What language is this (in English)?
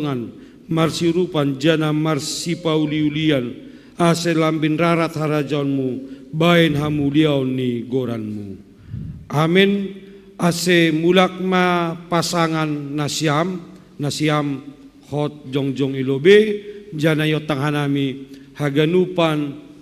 Batak Simalungun